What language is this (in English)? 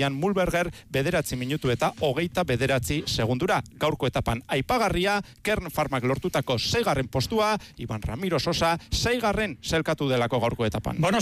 Basque